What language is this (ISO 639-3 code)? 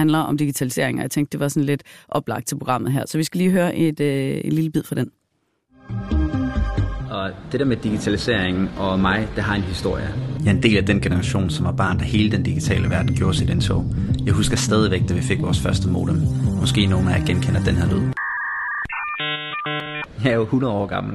dan